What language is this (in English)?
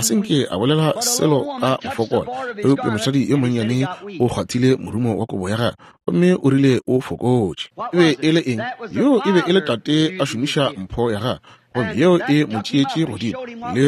Northern Sotho